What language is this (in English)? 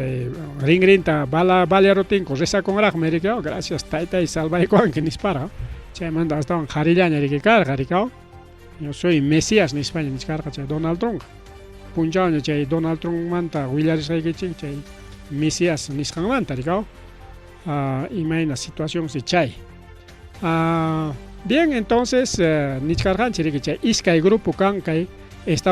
Ayacucho Quechua